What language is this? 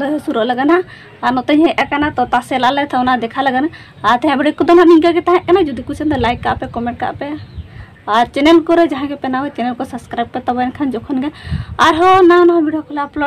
Santali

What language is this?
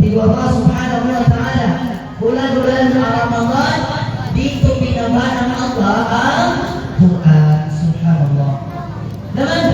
Maranao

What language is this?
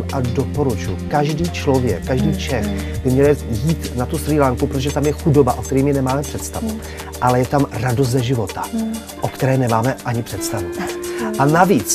Czech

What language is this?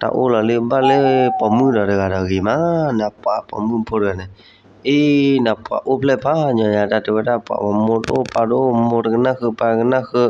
S'gaw Karen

